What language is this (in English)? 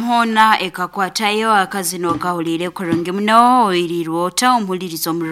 Nyankole